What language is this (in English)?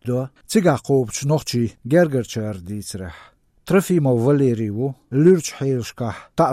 Chechen